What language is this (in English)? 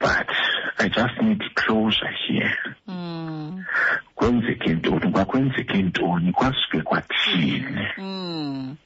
Xhosa